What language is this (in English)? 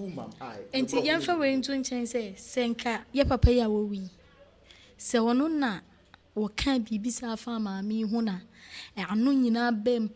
Akan